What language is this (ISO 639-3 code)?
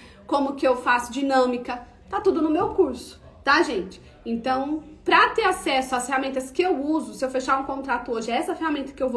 por